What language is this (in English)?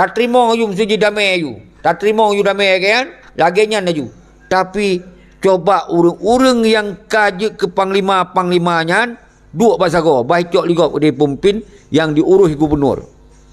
Achinese